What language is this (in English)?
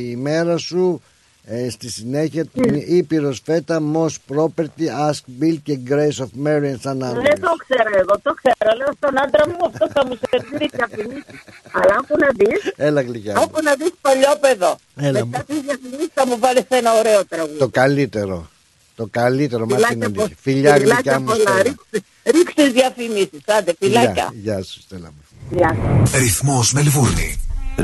Greek